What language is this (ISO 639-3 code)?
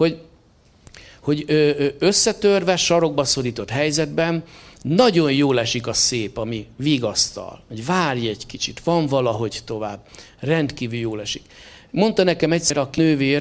hun